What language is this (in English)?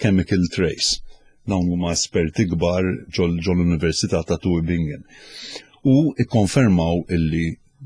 Maltese